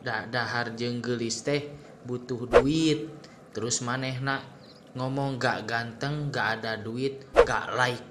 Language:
Sundanese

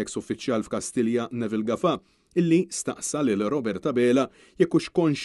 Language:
Maltese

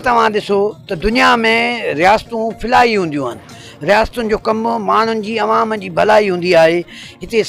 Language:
Sindhi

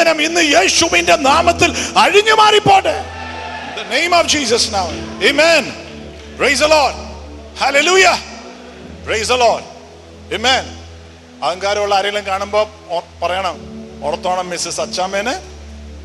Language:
Malayalam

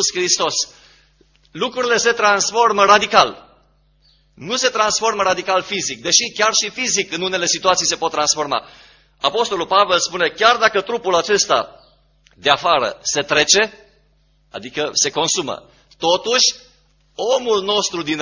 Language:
Romanian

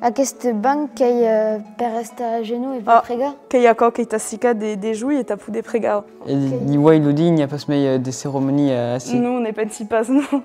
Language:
Occitan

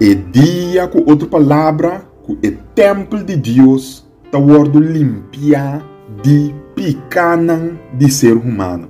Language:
Papiamento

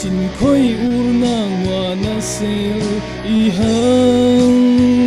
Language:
Falam Chin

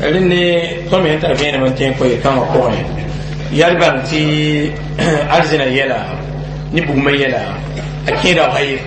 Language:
Mossi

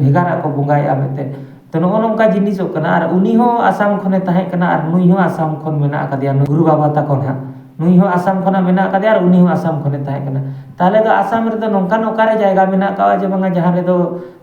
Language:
Santali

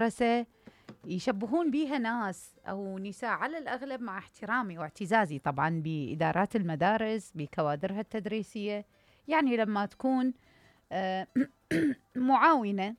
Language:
Mesopotamian Arabic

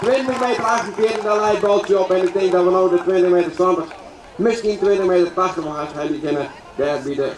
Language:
Western Frisian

